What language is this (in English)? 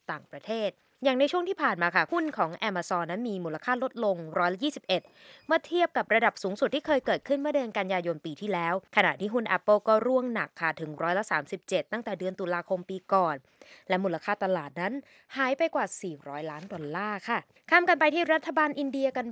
Thai